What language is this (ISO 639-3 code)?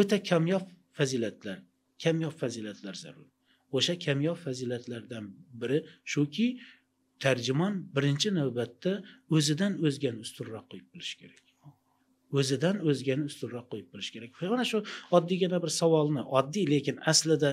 uzb